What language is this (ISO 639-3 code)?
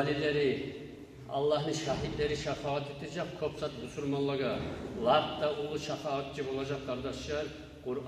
kum